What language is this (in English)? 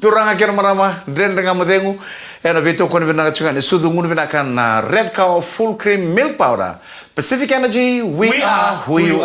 Fijian